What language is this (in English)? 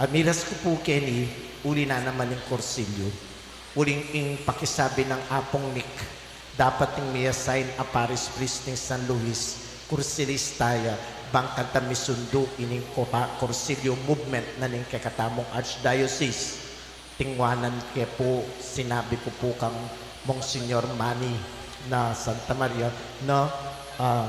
Pampanga